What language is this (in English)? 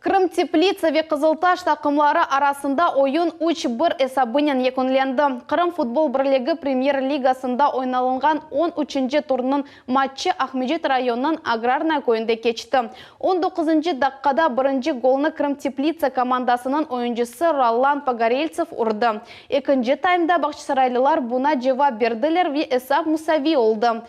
Crimean Tatar